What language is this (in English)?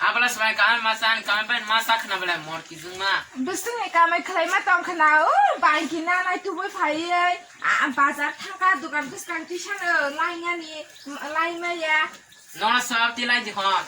Kok Borok